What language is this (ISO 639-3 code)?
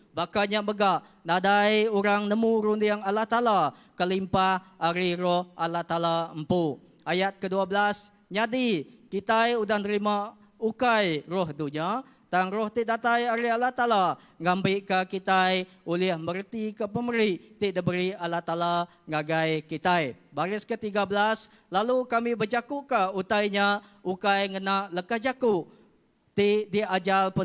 iba